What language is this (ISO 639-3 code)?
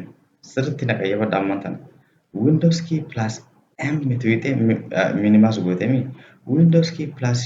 orm